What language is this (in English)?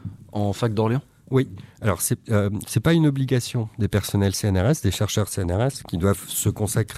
French